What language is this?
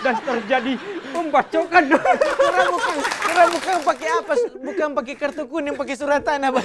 Manado Malay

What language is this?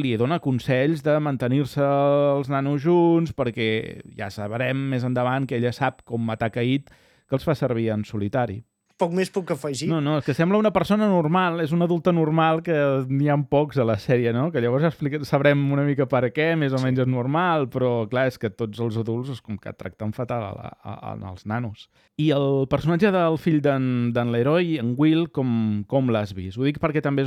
Catalan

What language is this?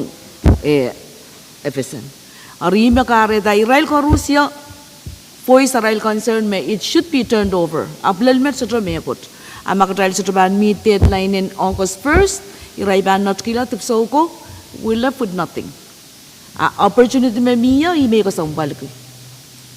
Pohnpeian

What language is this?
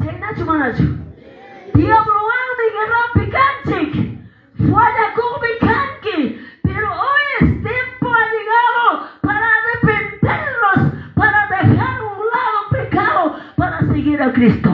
Quechua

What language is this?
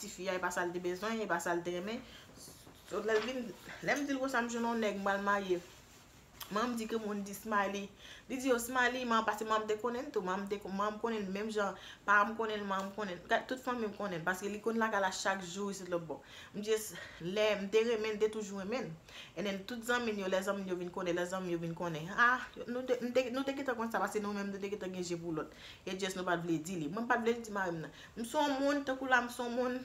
Haitian Creole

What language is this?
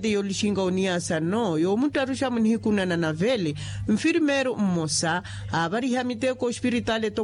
Makhuwa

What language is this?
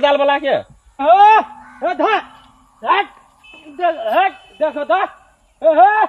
Maithili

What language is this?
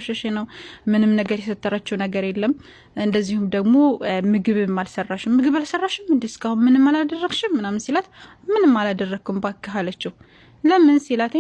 Amharic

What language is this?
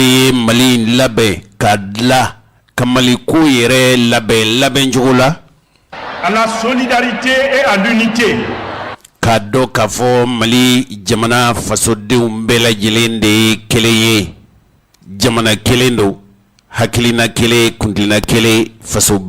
Bambara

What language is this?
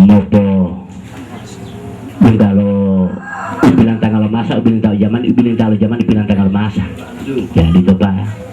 Gorontalo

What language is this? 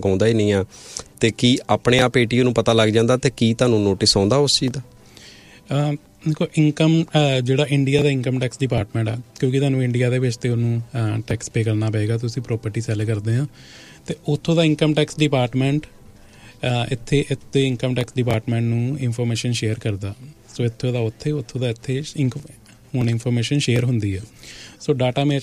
Punjabi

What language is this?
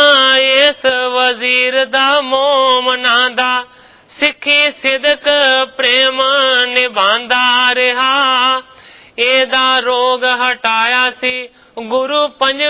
Punjabi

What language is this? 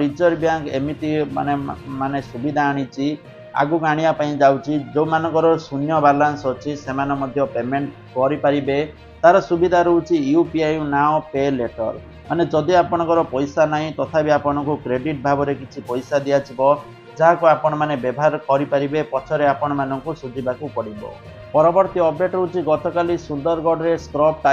Odia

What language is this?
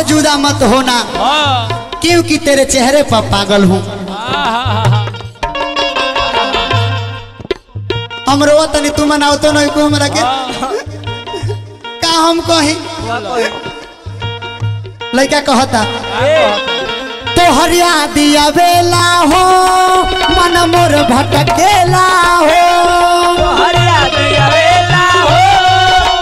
Bhojpuri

